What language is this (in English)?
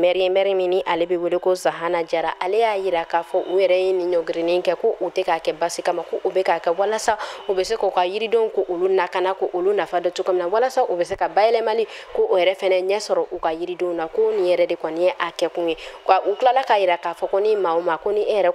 Bambara